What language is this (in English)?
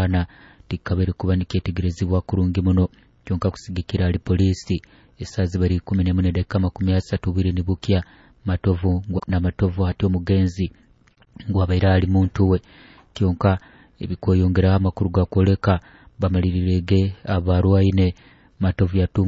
Nyoro